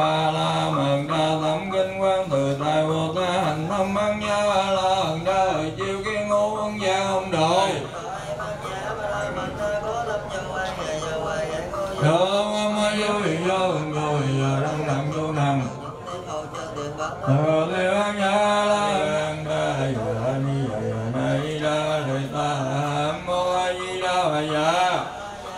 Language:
Vietnamese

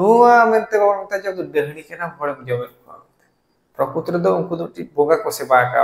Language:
Santali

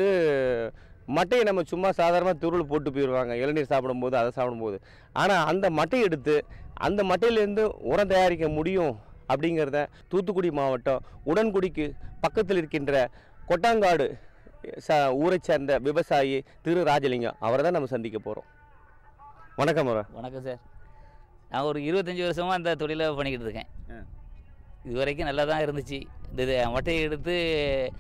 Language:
Tamil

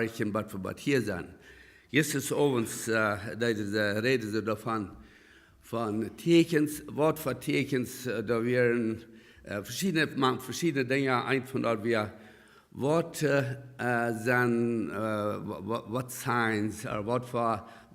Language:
Plautdietsch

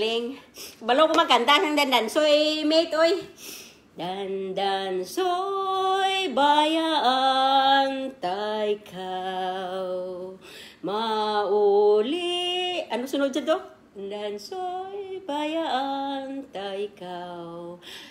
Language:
Kinaray-a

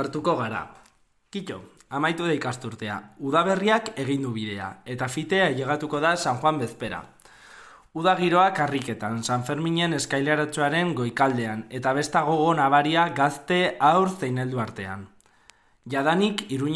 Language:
Basque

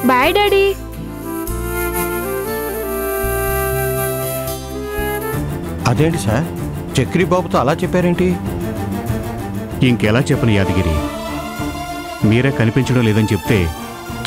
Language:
Telugu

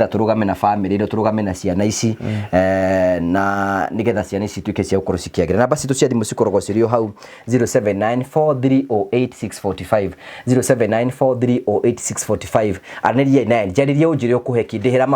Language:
Kikuyu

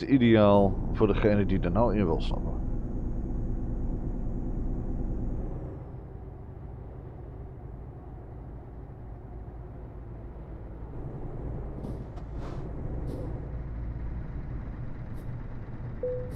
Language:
Dutch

